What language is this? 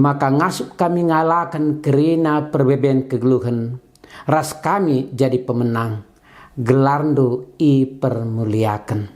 Batak Karo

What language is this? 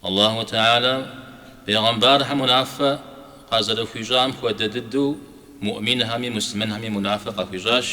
Kabardian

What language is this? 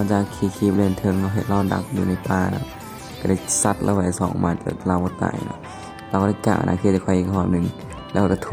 Lao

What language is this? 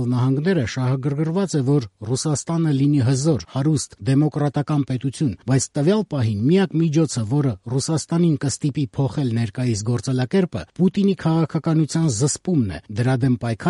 Armenian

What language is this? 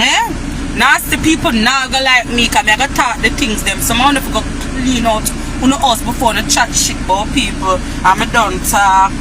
Jamaican Creole English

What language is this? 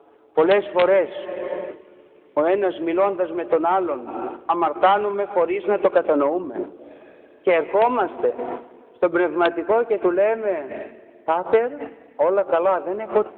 Greek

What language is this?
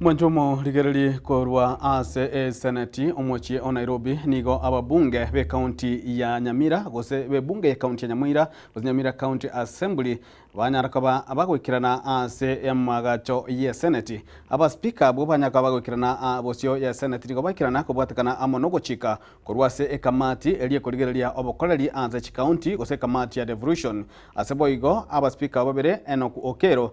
Gusii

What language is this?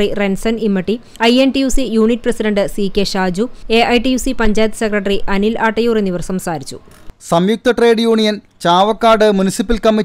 Malayalam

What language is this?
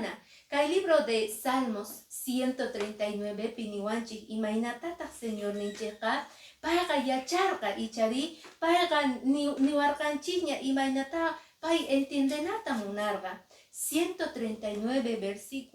Quechua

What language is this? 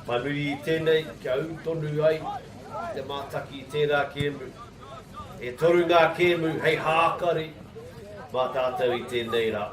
Māori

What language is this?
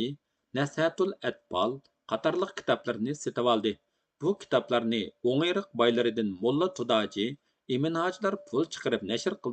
Uyghur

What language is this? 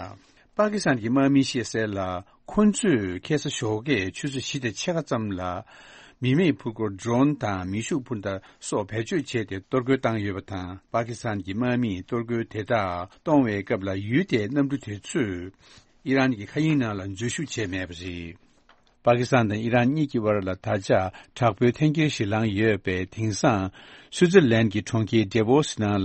Tibetan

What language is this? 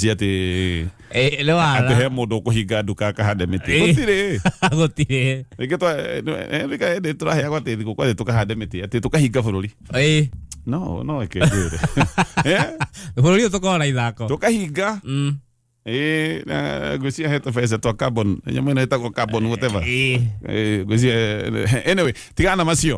Kikuyu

